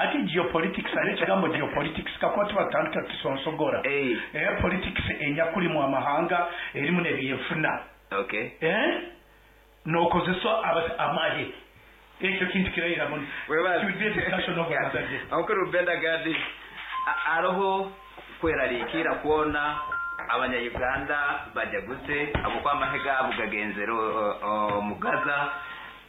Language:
Nyankole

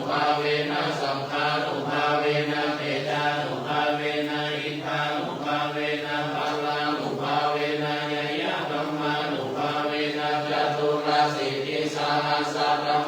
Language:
Pali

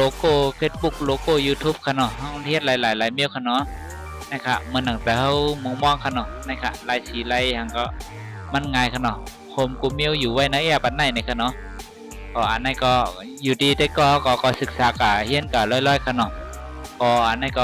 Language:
Shan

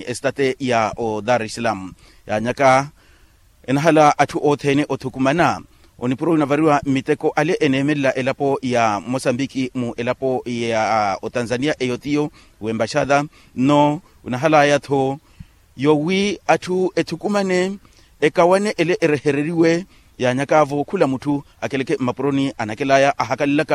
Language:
Makhuwa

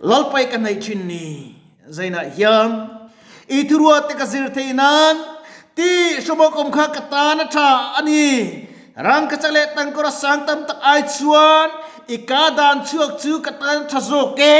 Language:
Mizo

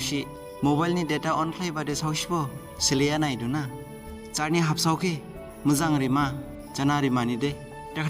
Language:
Dimasa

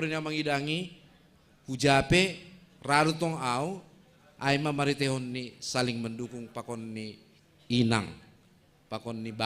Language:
Batak Simalungun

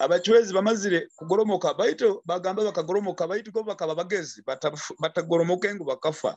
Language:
Nyoro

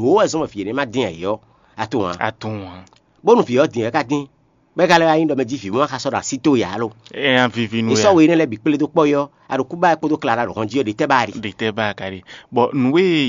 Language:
Fon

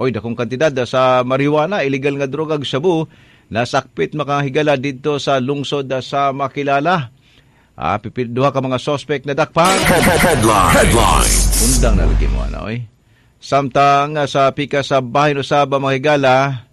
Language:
Cebuano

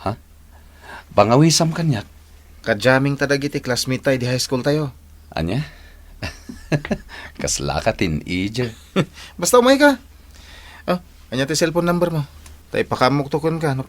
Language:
Iloko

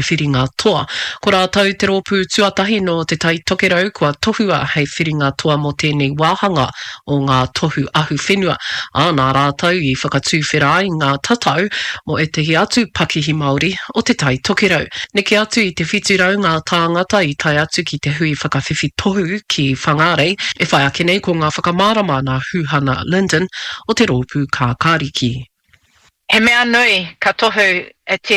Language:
Māori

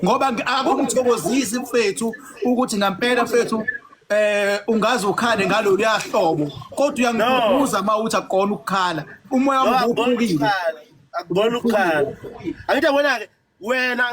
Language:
Zulu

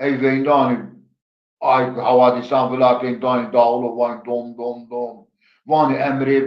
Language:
Zaza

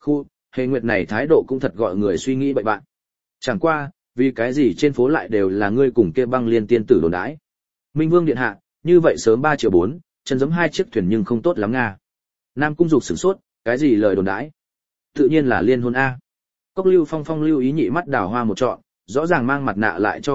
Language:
Vietnamese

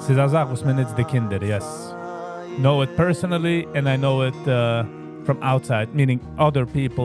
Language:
Yiddish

